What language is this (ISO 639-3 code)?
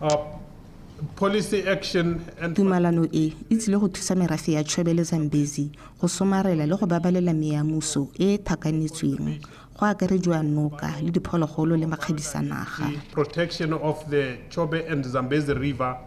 tsn